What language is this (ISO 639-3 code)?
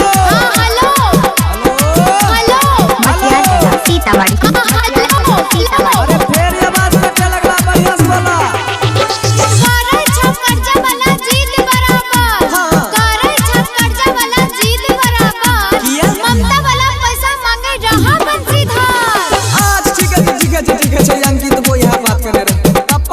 mai